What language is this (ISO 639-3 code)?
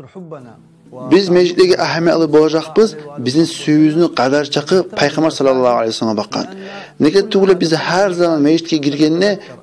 kum